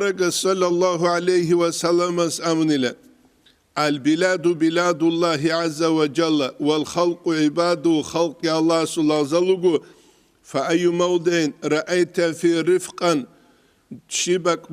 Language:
Avaric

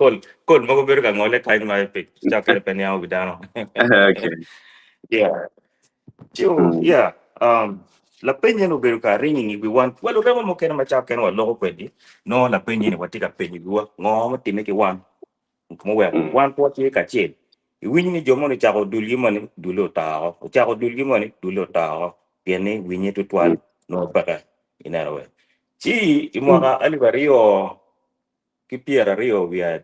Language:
Acoli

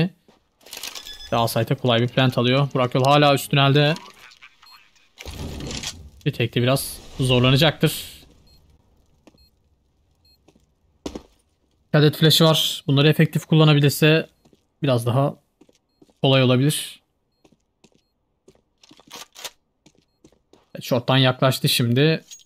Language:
Turkish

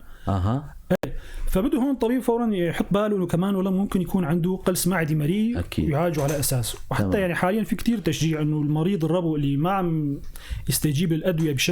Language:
North Levantine Arabic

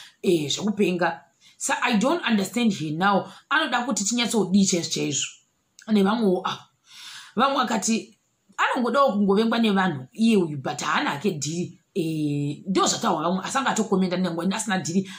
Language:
Shona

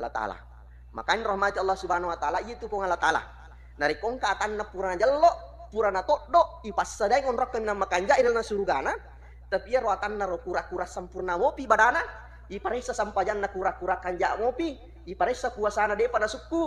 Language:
Buginese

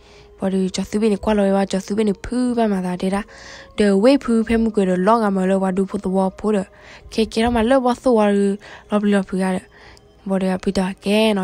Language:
S'gaw Karen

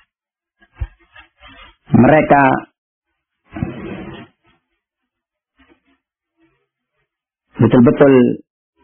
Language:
Indonesian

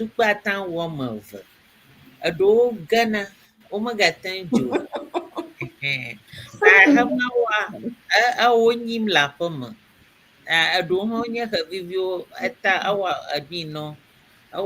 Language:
Ewe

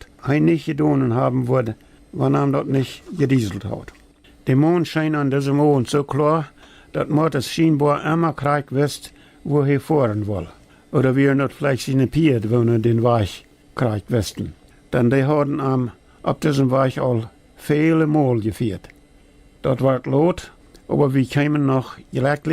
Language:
Plautdietsch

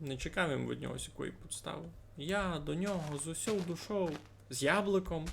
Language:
Rusyn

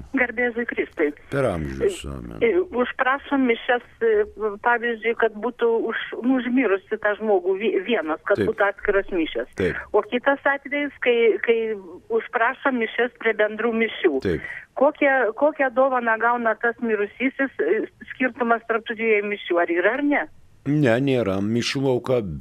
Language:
Lithuanian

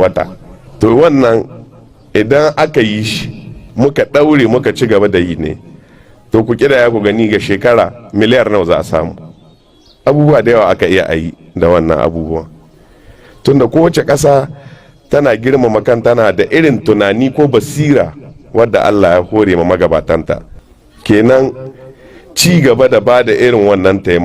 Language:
Hausa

